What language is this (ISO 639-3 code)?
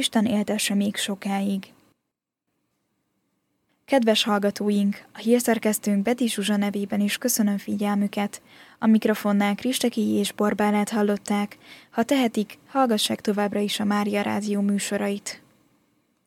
hun